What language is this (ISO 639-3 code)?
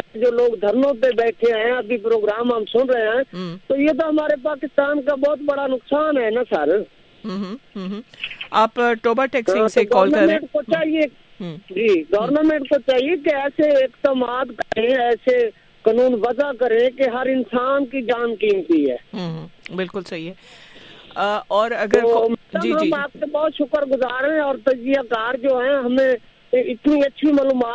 urd